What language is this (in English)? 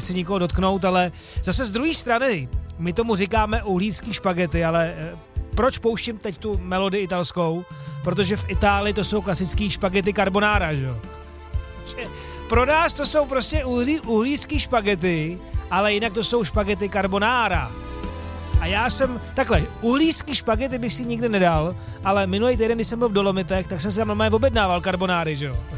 Czech